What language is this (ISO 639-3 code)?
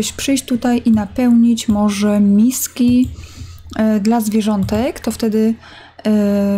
pol